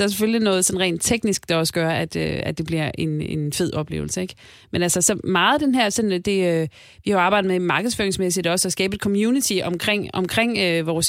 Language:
Danish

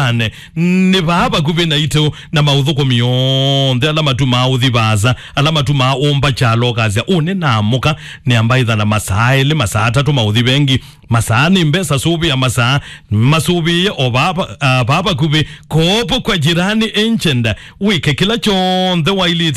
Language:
Kamba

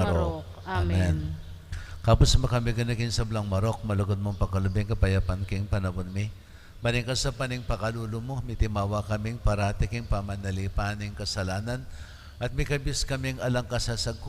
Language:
Pampanga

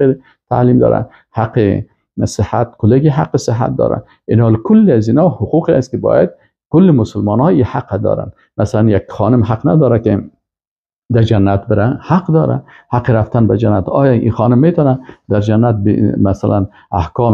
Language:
Persian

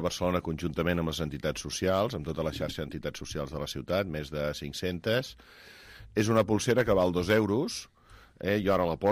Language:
Catalan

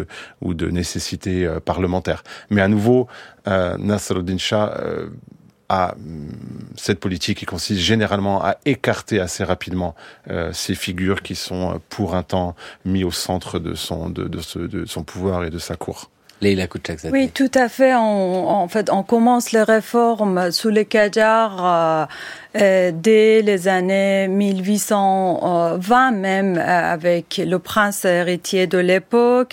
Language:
French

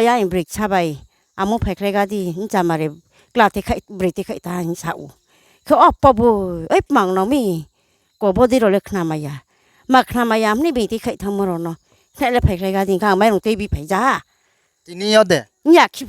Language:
Riang (India)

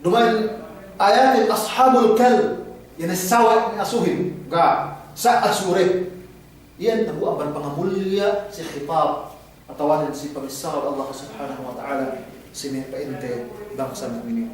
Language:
Yakan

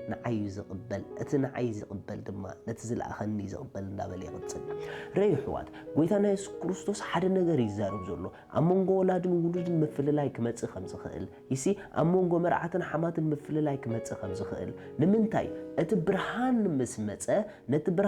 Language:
Tigrinya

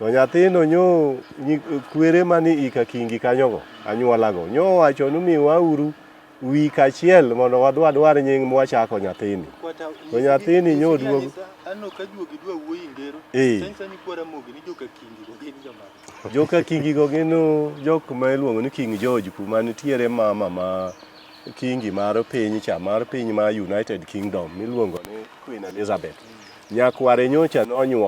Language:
Luo (Kenya and Tanzania)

